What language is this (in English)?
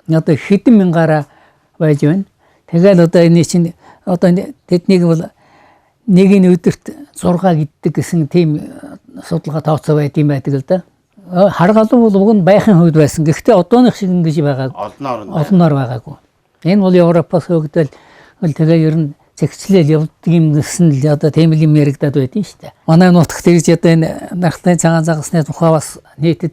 Mongolian